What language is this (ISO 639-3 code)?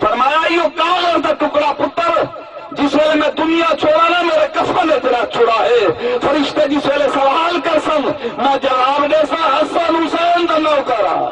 skr